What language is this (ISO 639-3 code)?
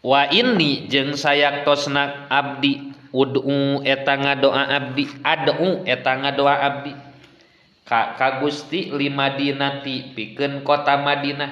sun